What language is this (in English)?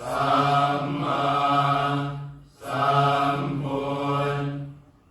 Pali